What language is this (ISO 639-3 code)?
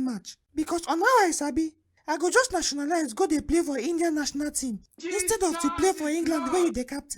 pcm